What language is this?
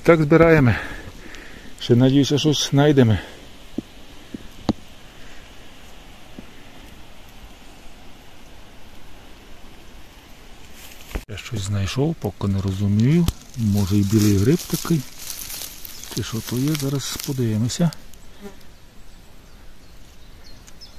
Ukrainian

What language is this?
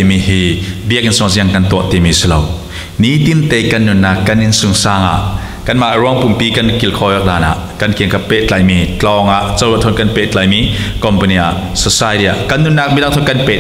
Falam Chin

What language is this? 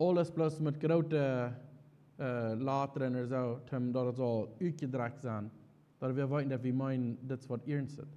Plautdietsch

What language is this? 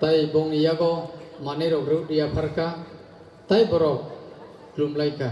Kok Borok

